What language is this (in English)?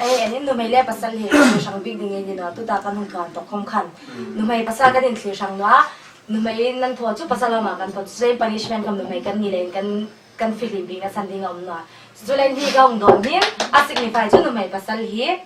Hmar